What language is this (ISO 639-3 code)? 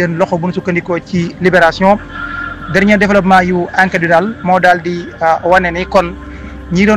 wol